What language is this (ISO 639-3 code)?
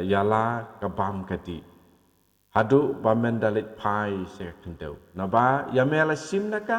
kha